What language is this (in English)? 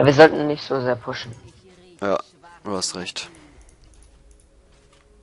German